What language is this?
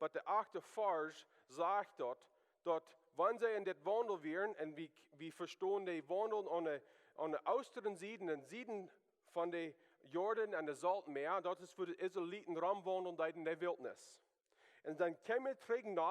Plautdietsch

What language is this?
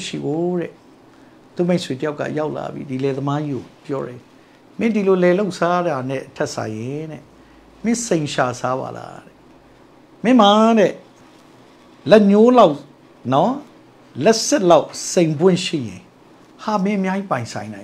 Burmese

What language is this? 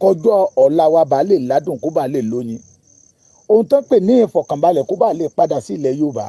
Yoruba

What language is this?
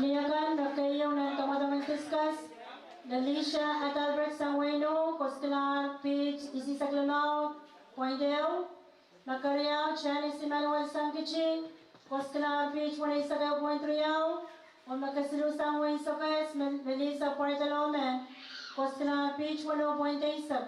Pohnpeian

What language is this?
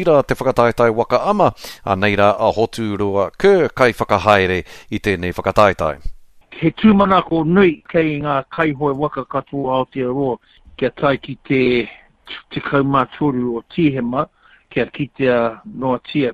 Māori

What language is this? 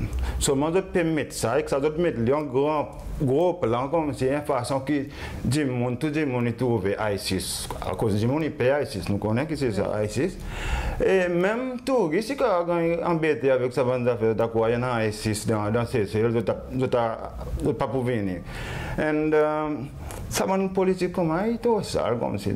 Seselwa Creole French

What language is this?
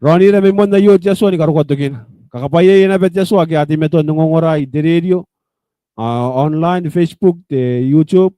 Gilbertese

